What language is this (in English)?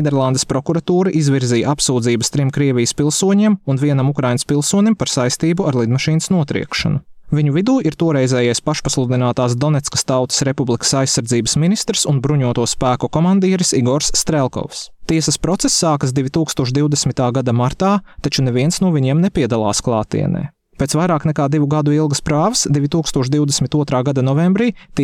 Latvian